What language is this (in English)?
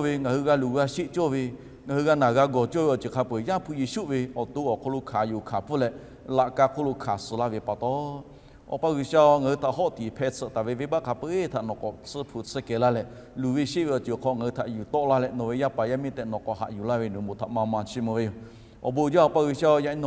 Lahu